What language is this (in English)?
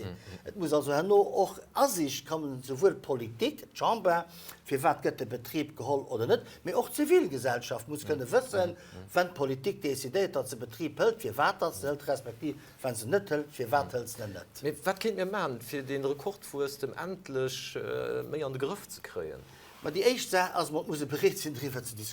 Luxembourgish